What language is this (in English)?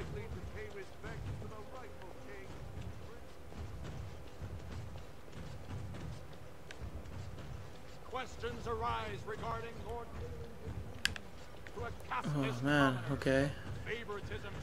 English